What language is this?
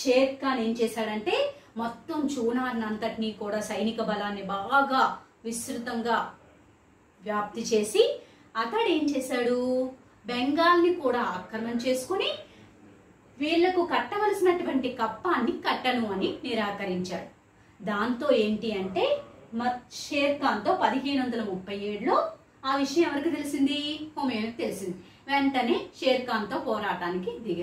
Telugu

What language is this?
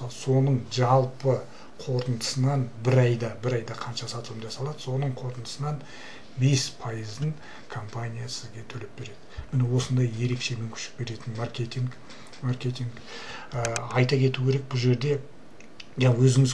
Kazakh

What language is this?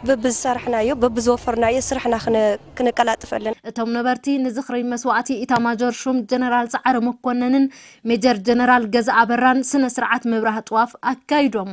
Tigrinya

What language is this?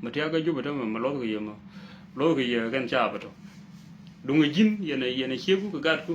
Nuer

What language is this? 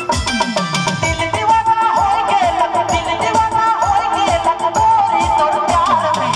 Sadri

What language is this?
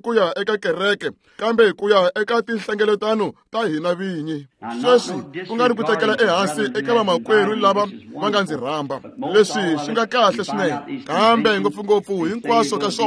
Tsonga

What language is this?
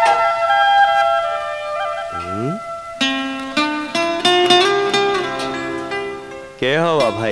Bhojpuri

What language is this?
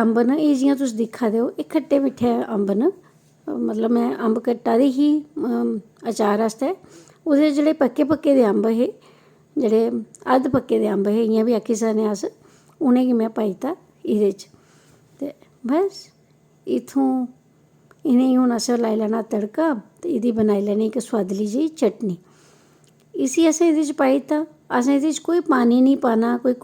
Dogri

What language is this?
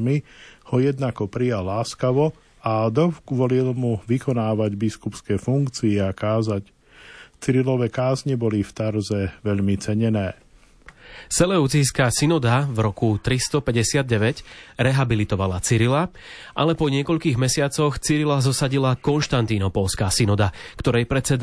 Slovak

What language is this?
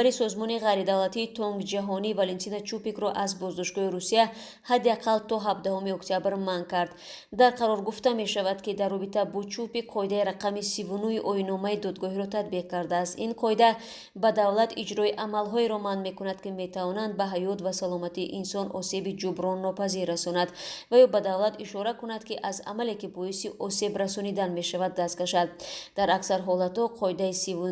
Tajik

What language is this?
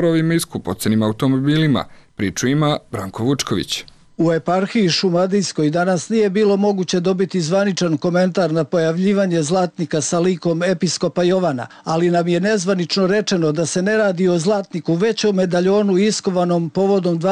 Serbian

